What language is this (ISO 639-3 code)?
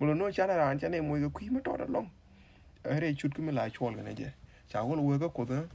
nus